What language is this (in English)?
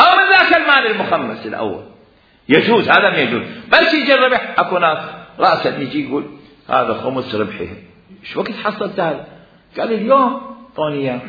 Mesopotamian Arabic